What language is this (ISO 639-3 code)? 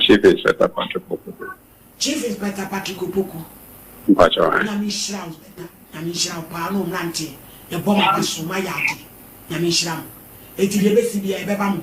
aka